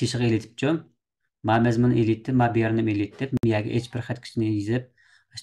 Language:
Uyghur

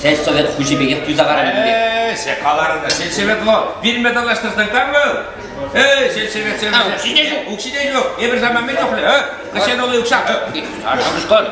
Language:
Chuvash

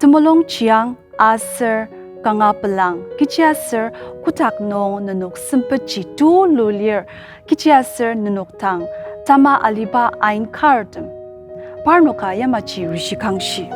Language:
Ao Naga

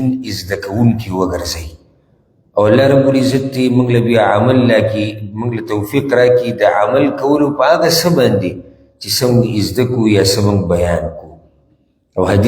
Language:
Pashto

